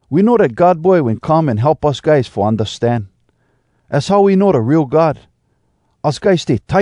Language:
Hawai'i Creole English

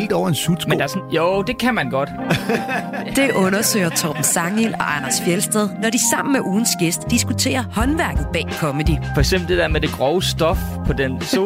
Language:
Danish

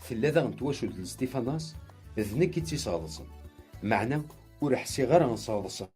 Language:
Kabyle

